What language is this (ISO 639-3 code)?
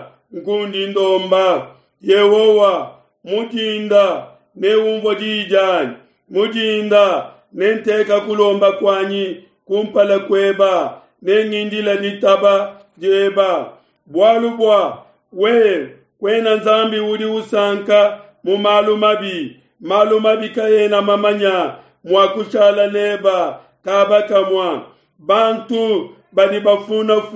lua